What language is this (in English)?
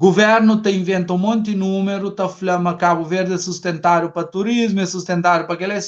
Kabuverdianu